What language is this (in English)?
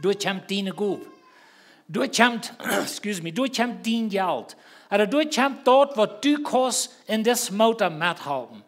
Plautdietsch